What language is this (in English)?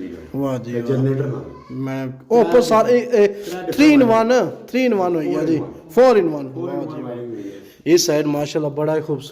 Pahari-Potwari